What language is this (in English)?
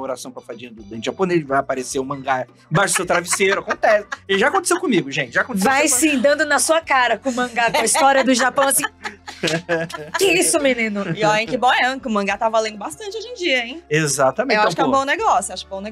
Portuguese